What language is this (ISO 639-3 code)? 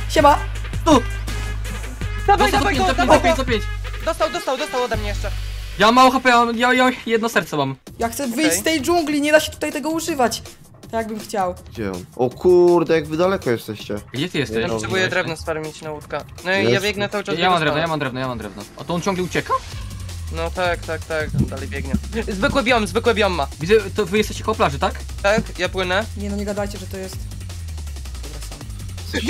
pol